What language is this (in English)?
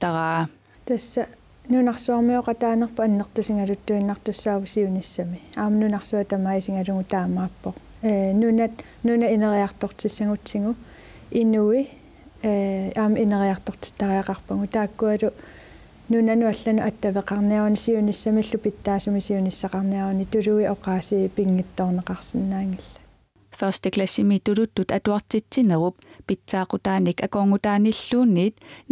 Kalaallisut